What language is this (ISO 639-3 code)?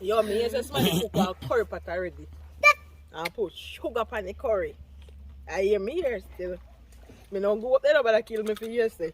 jam